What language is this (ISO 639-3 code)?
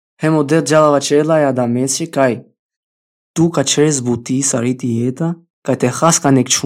sqi